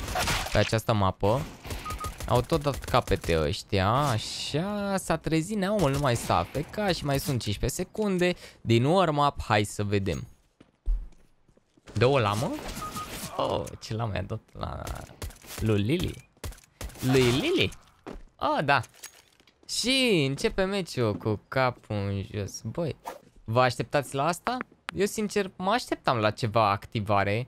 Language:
Romanian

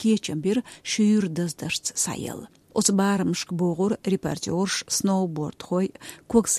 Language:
Chechen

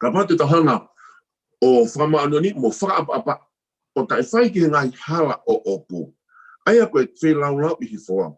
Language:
Tongan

